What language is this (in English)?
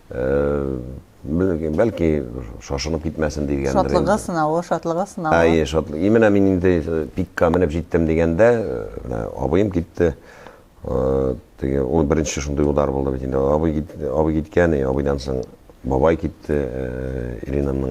Tatar